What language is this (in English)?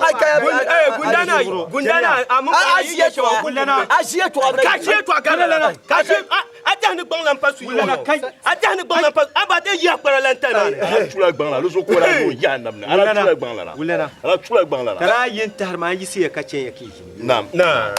Dagbani